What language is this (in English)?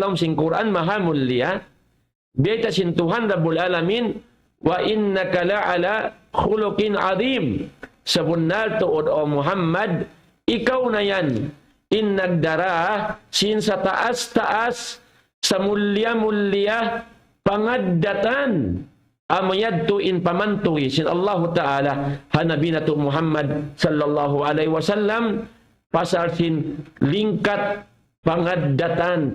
Tausug